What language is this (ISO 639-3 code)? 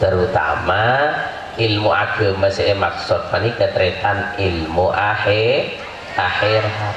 mad